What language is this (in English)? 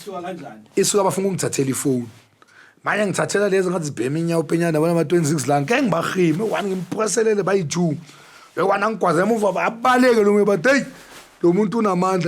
Zulu